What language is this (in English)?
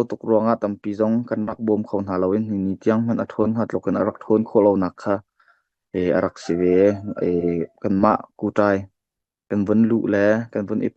Hakha Chin